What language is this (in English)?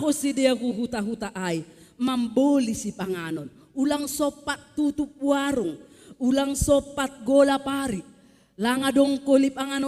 Batak Simalungun